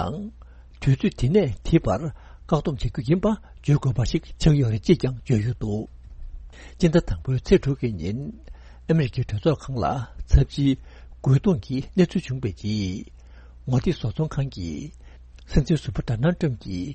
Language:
Tibetan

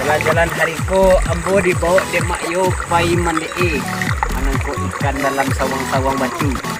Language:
Minangkabau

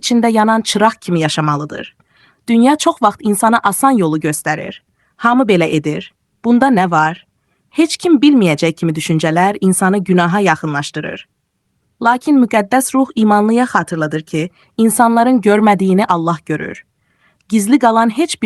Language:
Azerbaijani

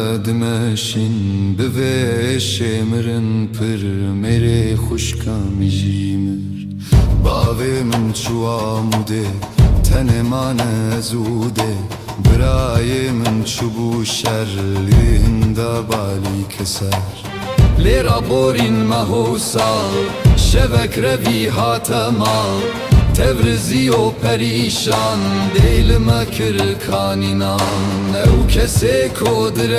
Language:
Kurdish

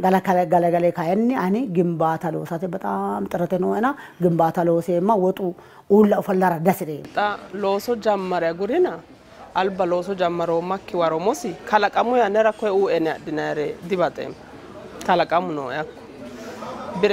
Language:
Sidamo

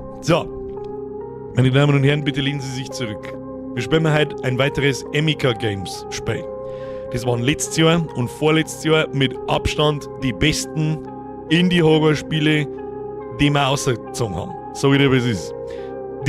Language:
Bavarian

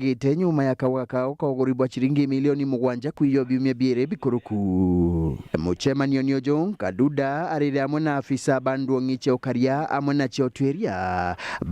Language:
Meru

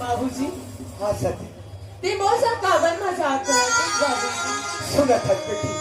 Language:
Chhattisgarhi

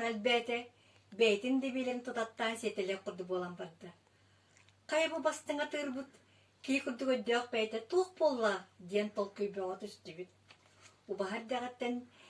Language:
Yakut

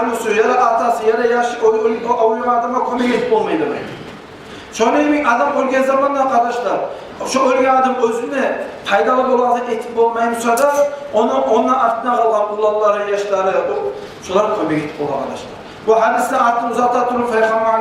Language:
Kumyk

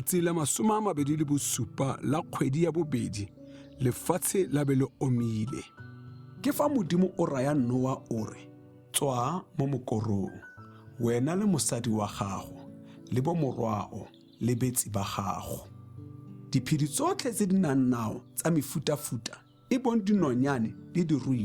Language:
Tswana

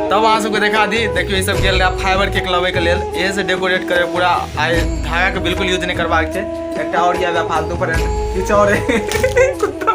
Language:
Maithili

